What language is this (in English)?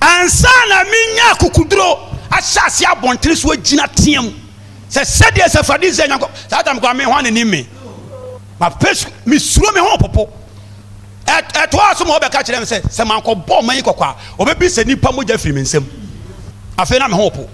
Akan